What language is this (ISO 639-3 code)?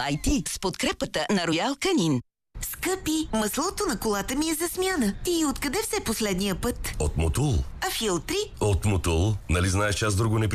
bul